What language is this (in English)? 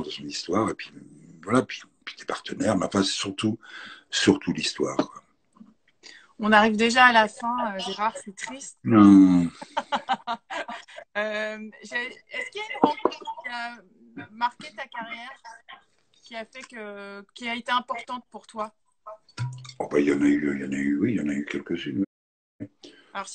French